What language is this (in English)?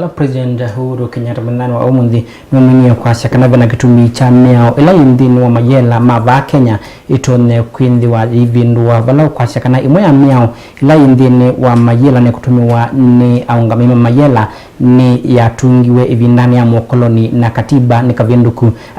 Kamba